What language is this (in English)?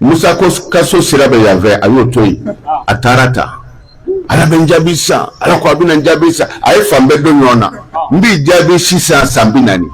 Bambara